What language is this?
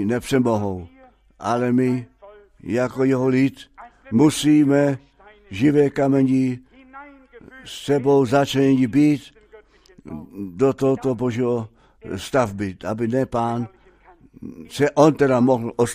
Czech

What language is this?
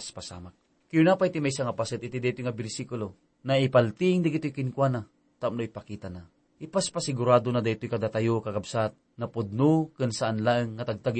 Iloko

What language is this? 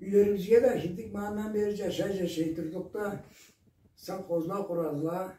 Karachay-Balkar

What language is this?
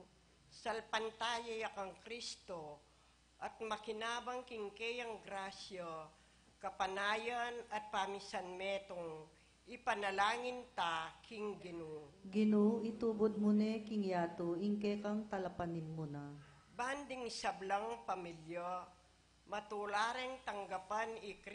Pampanga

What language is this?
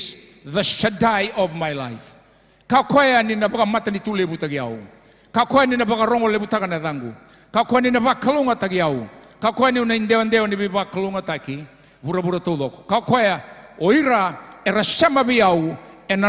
Fijian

